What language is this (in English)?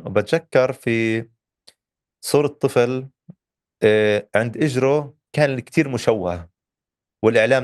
North Levantine Arabic